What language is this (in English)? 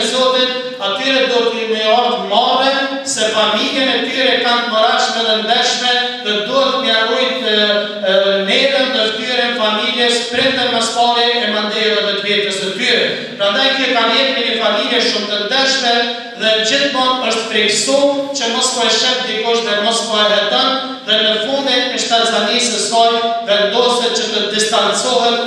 Albanian